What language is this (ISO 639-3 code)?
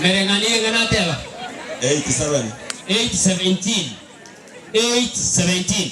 guz